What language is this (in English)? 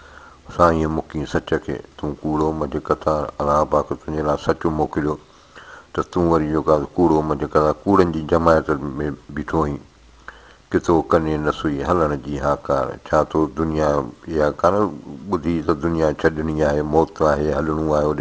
Sindhi